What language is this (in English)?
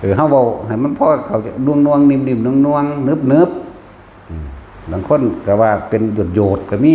Northeastern Thai